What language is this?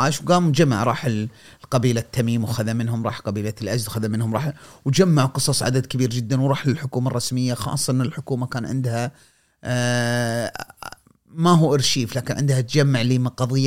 Gulf Arabic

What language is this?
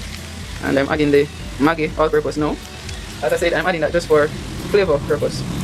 Jamaican Creole English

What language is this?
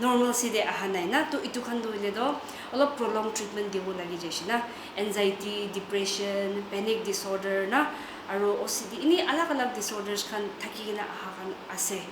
Naga Pidgin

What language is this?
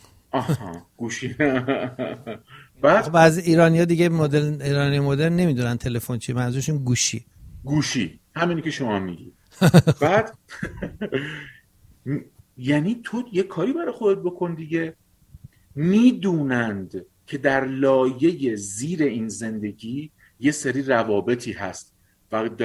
Persian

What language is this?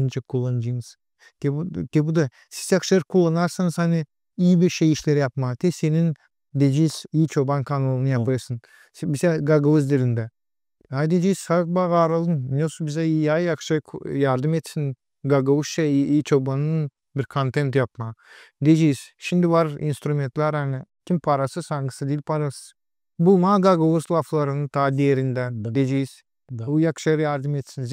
Gagauz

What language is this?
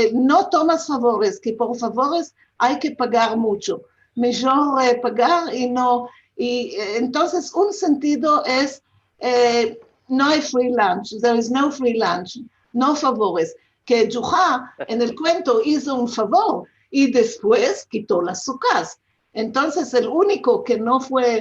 Ladino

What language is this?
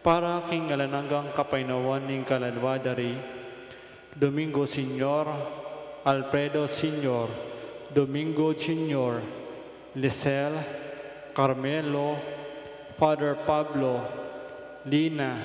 Pampanga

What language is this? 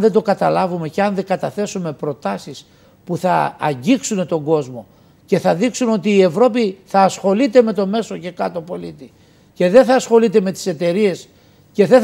Greek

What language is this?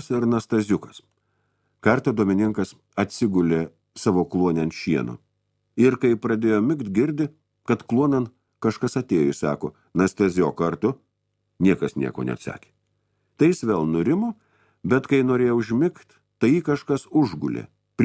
Lithuanian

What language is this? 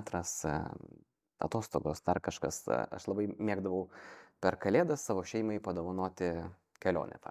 Lithuanian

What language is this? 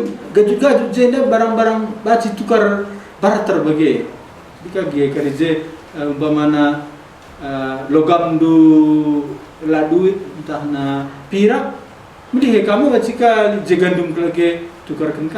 Batak Karo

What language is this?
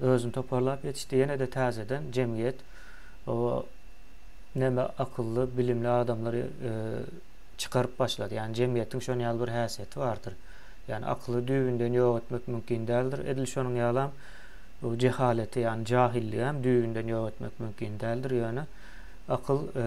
Turkmen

